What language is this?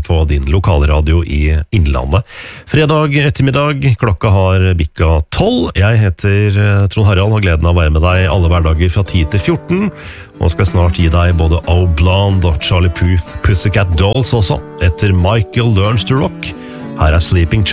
Norwegian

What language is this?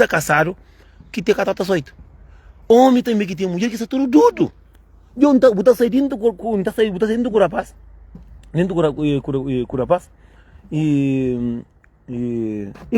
Kabuverdianu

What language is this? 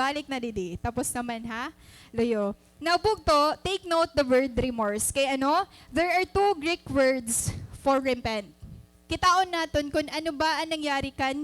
Waray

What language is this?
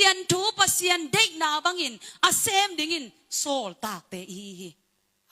Tedim Chin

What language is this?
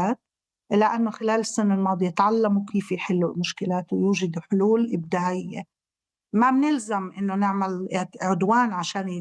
North Levantine Arabic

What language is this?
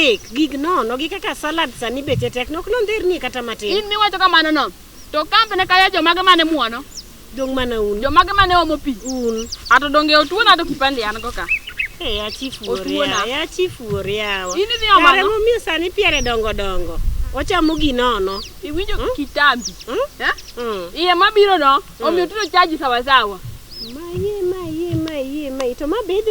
Luo (Kenya and Tanzania)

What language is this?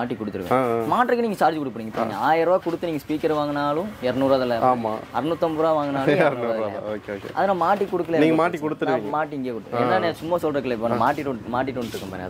Tamil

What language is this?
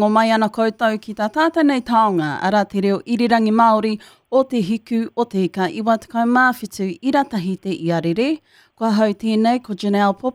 Māori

